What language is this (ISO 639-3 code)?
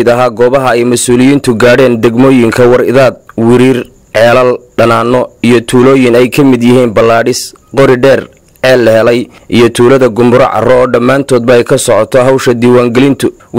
som